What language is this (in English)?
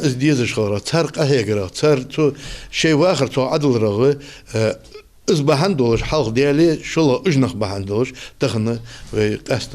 Ingush